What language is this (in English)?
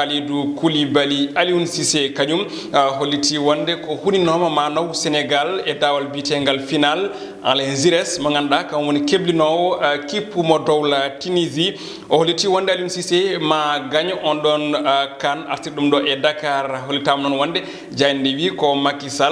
Fula